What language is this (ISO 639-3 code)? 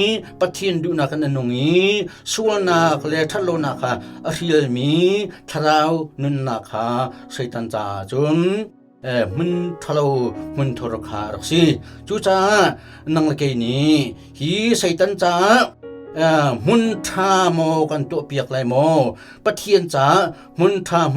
cnh